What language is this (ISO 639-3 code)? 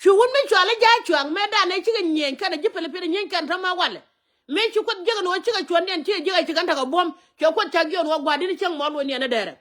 nus